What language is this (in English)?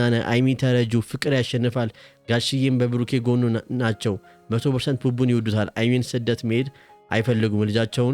Amharic